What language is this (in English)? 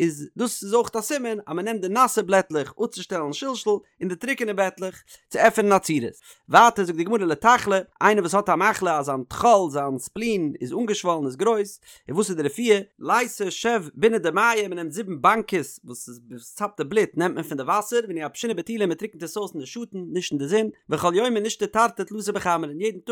Yiddish